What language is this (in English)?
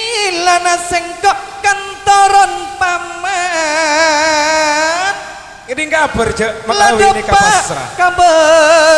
Madurese